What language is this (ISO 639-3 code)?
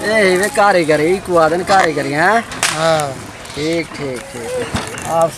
skr